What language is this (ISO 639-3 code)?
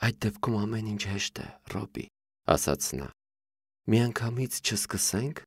hye